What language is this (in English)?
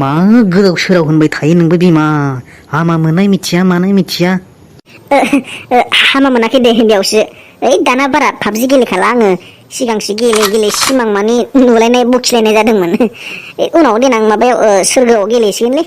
Bodo